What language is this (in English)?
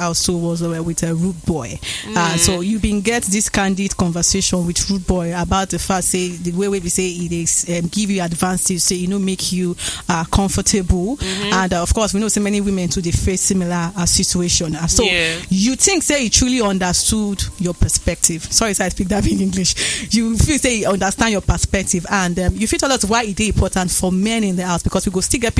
Nigerian Pidgin